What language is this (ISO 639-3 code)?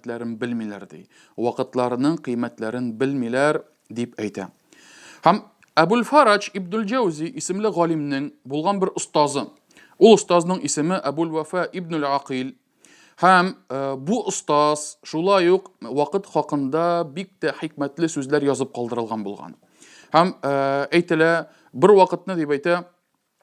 tat